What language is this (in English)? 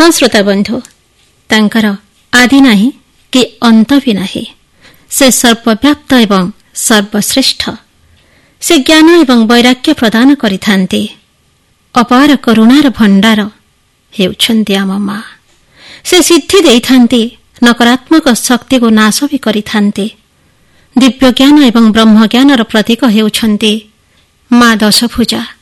Odia